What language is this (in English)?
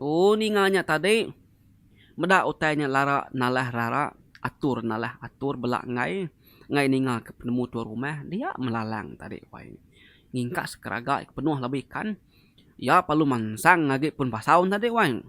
Iban